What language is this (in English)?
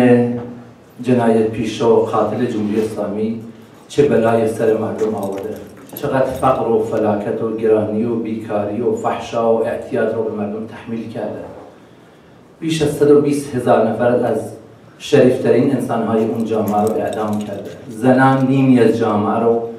Persian